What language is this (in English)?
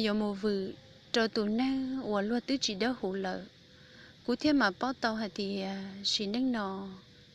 Hmong